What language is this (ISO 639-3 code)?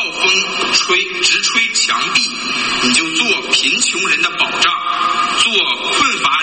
zho